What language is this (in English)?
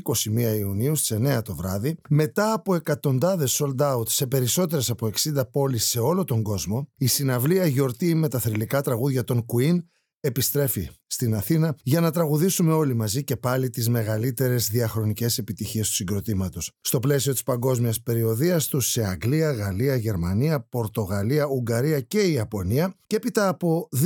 Greek